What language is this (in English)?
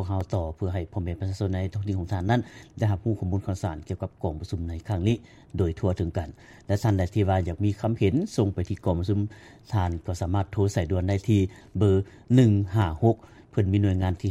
Lao